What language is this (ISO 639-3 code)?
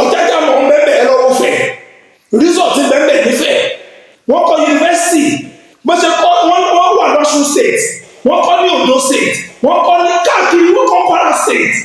yor